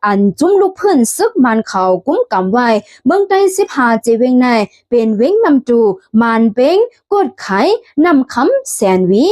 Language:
Shan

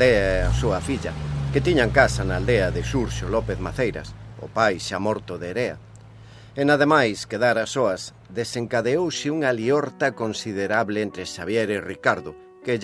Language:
Galician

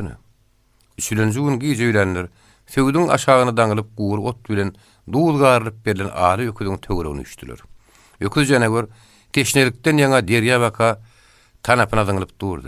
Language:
Turkmen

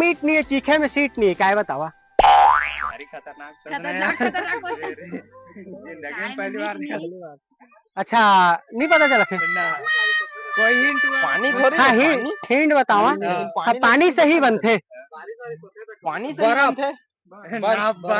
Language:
Chhattisgarhi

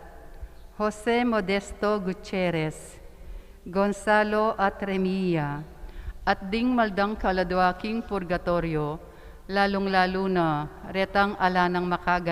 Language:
Pampanga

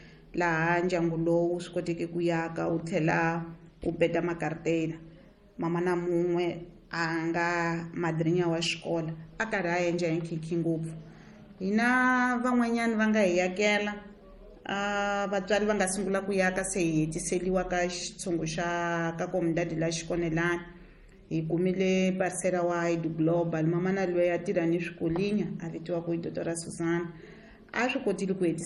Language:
Tsonga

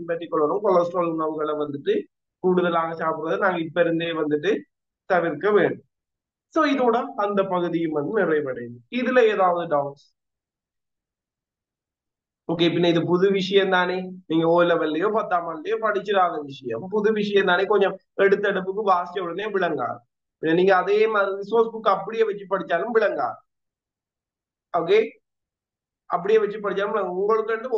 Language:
Tamil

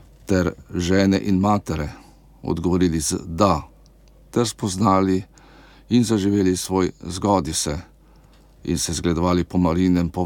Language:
Slovenian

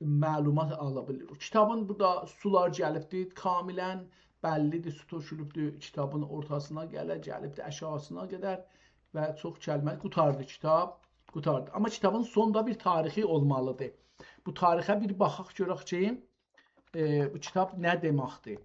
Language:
South Azerbaijani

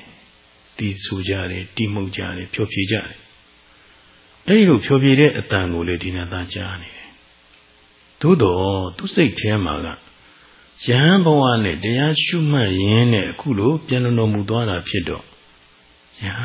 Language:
Burmese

